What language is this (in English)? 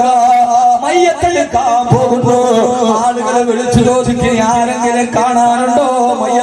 Malayalam